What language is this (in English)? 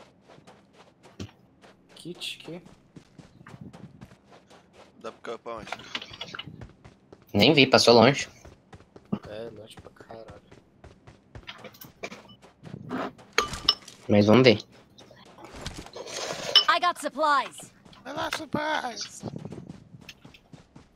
Portuguese